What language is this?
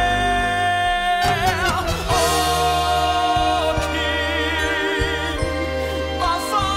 Danish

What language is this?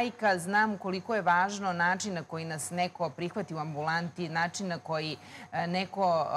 Serbian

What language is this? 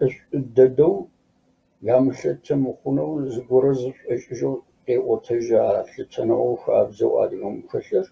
Kabardian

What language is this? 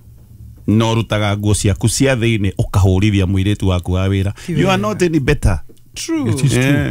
Kikuyu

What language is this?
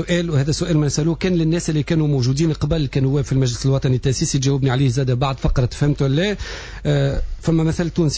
Tunisian Arabic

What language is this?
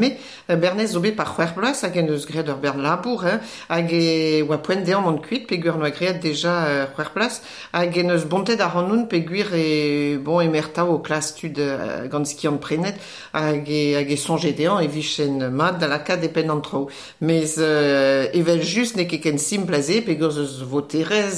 Breton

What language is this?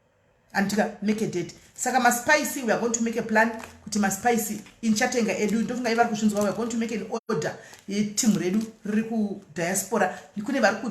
Shona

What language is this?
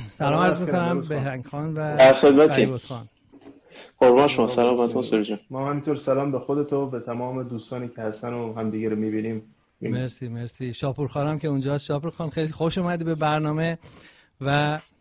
Persian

